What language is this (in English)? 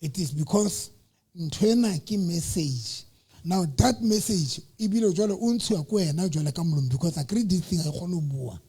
Southern Sotho